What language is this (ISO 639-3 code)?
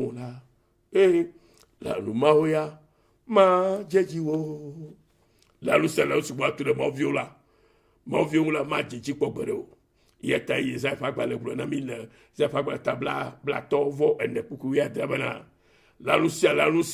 ewe